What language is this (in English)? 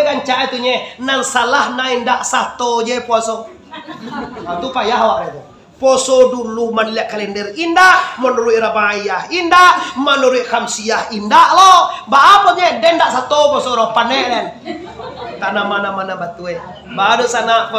Minangkabau